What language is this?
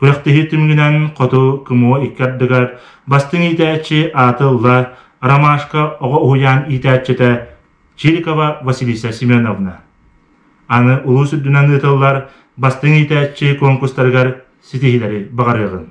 Yakut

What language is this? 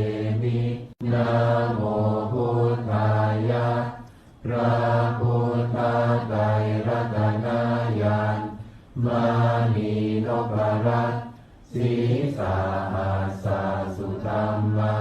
Pali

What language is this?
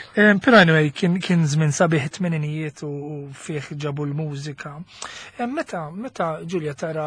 Maltese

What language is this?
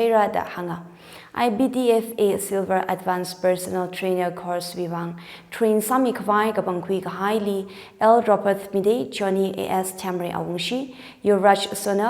Tangkhul Naga (India)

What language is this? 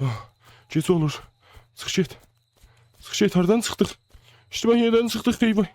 South Azerbaijani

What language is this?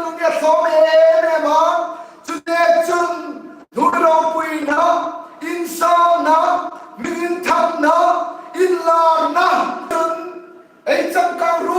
Hmar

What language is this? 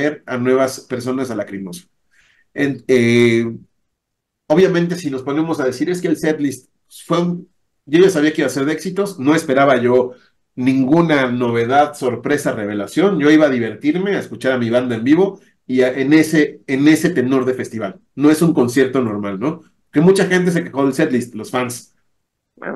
Spanish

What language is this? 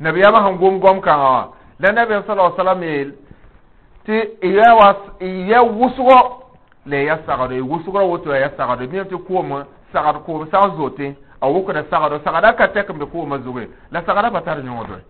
Mossi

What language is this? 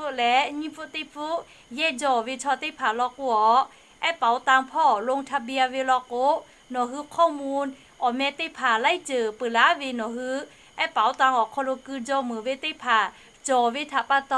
Lahu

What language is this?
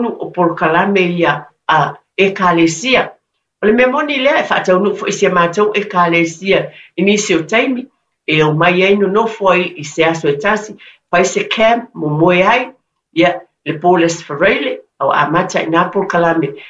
Samoan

